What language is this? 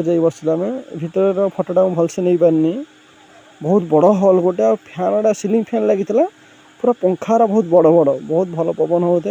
Odia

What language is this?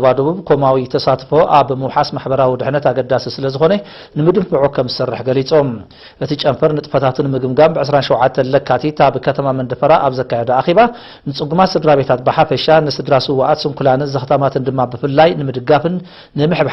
Tigrinya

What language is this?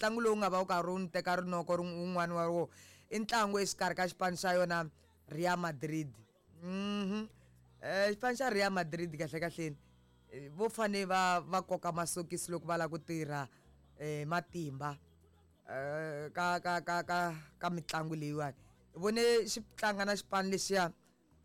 Tsonga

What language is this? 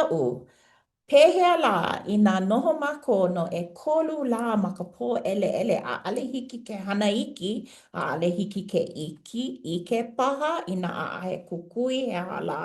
Hawaiian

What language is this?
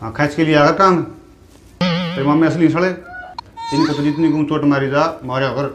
Haryanvi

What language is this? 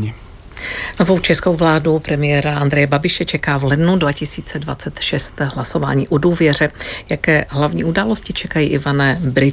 Czech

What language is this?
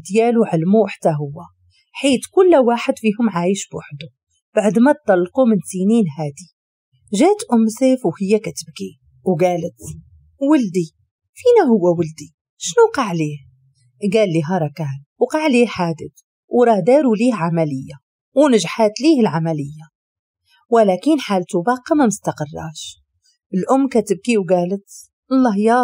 Moroccan Arabic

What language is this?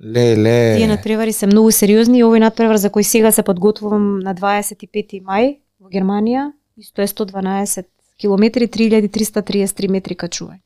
Macedonian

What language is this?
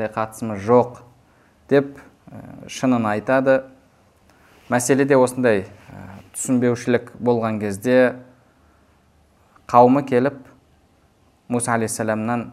Kazakh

